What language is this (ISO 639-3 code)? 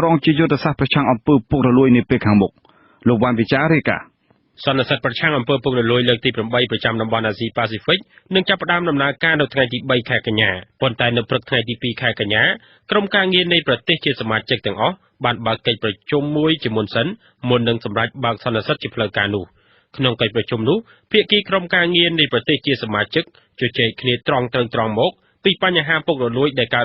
khm